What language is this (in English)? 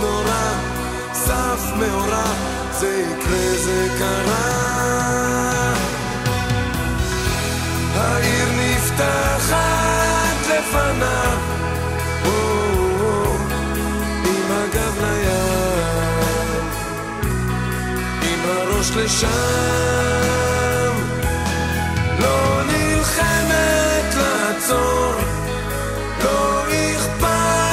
Hebrew